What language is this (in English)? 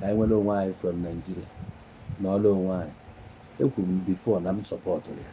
Igbo